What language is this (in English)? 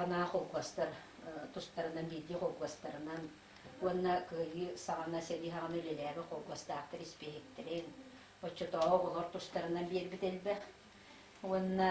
Yakut